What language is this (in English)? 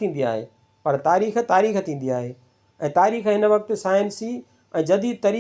Sindhi